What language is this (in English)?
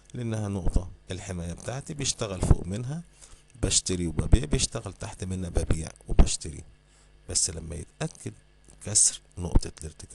Egyptian Arabic